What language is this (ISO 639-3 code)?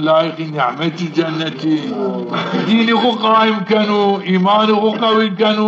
zza